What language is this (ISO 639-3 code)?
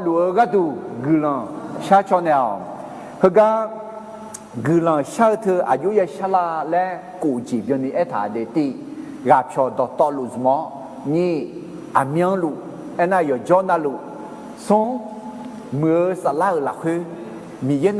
ahk